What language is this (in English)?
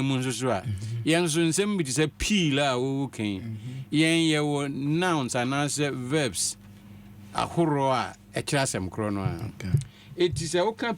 Akan